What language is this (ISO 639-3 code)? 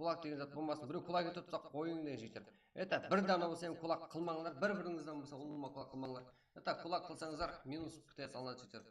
kaa